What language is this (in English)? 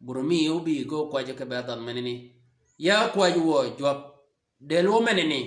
Shilluk